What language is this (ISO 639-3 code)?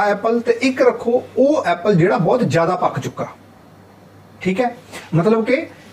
pan